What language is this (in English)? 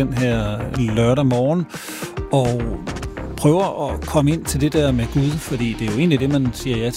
Danish